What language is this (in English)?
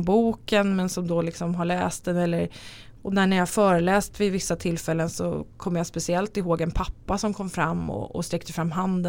Swedish